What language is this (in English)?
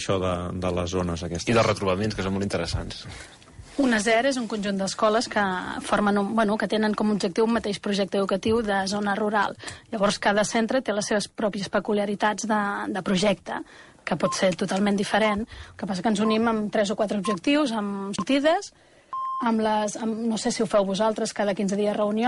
Catalan